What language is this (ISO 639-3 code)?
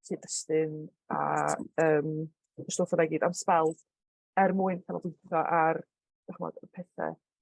cym